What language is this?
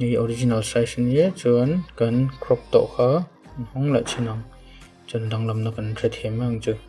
Mizo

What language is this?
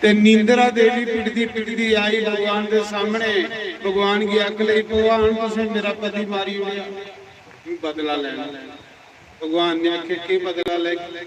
Dogri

